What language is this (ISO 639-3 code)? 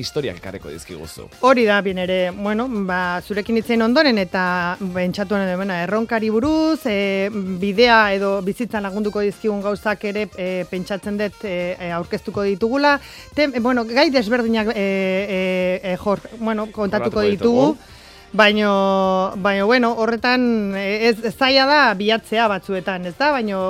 eus